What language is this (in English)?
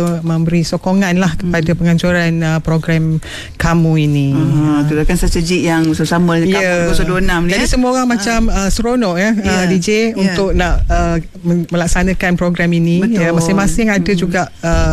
Malay